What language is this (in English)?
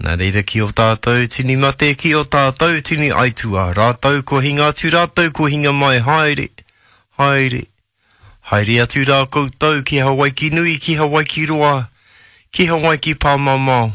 Māori